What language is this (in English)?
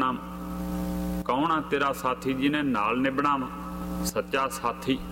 Punjabi